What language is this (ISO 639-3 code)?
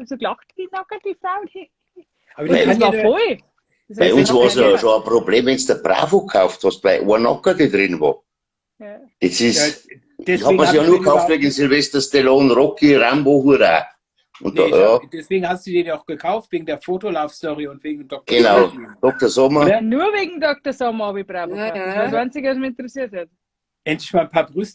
bar